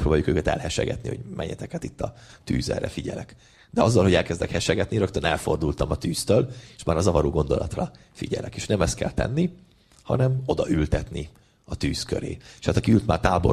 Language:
Hungarian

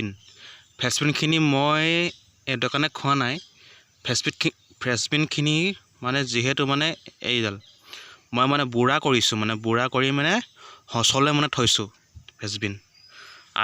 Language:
Assamese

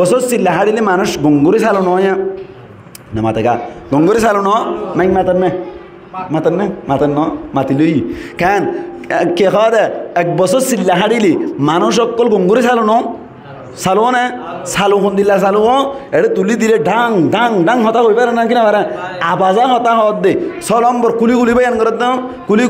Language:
Rohingya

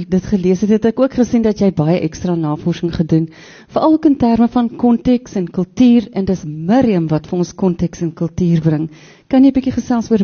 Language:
Afrikaans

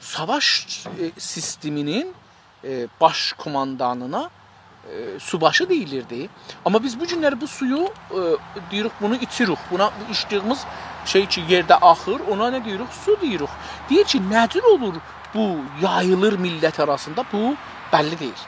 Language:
South Azerbaijani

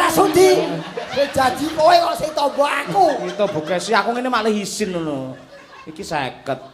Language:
Javanese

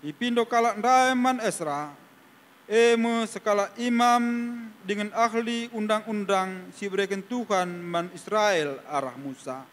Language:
Batak Karo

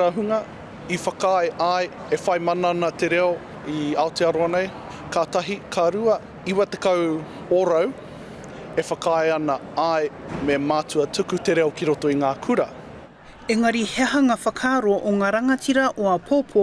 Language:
Māori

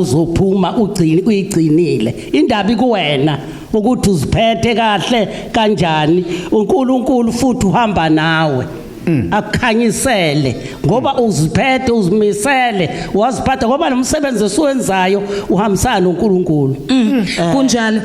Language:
Zulu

